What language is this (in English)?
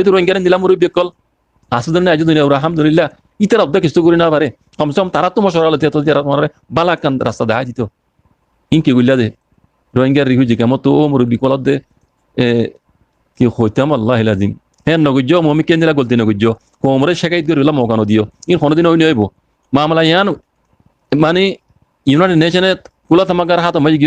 Rohingya